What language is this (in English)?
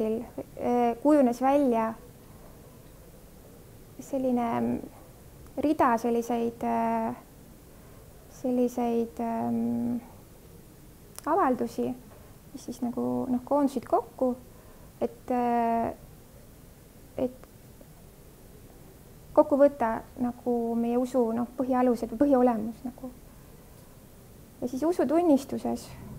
Estonian